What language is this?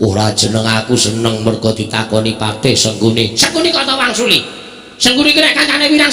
Javanese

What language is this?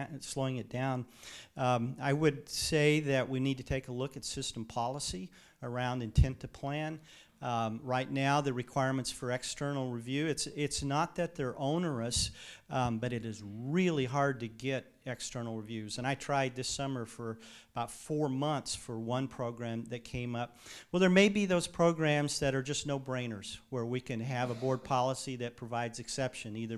English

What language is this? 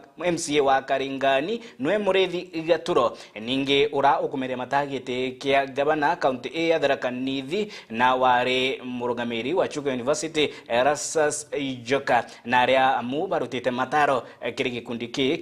Meru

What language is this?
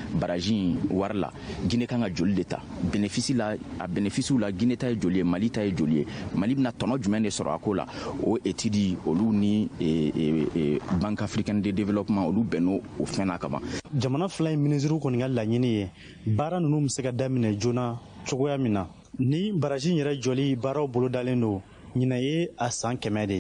Bambara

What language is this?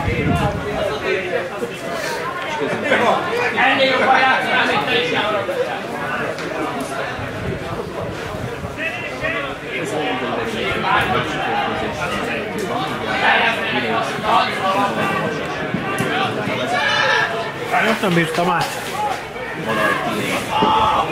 Hungarian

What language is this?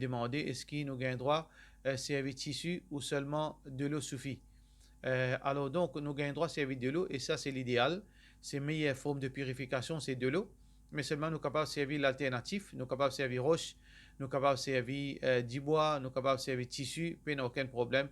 Morisyen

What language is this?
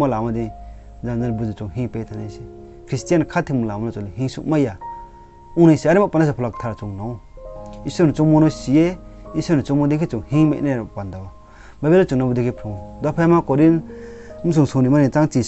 Riang (India)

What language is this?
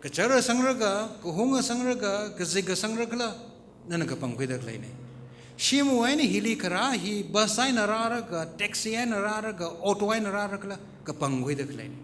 Tangkhul Naga (India)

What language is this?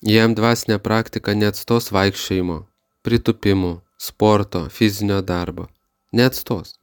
Lithuanian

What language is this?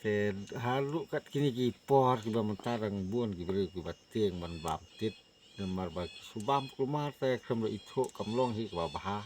Khasi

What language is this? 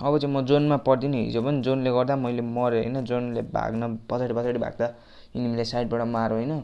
Nepali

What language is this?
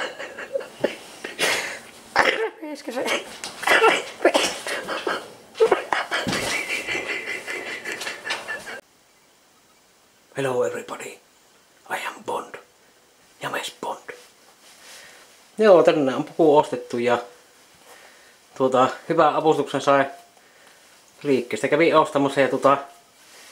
Finnish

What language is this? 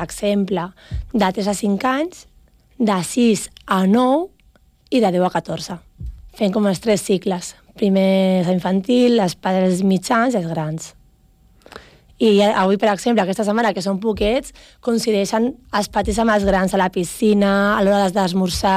Catalan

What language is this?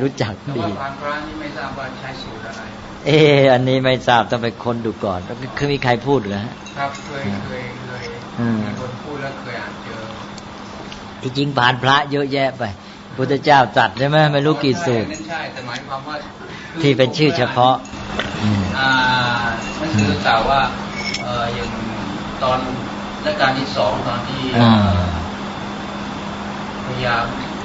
Thai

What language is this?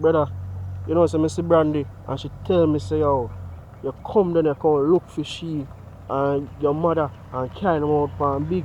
Jamaican Creole English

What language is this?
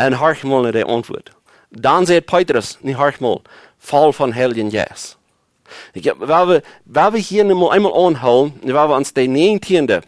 Plautdietsch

